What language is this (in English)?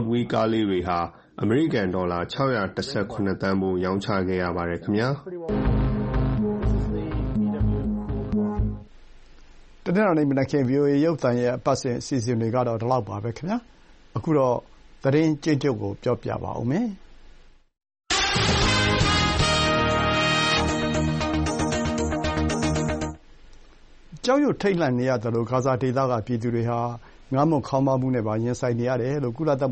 Burmese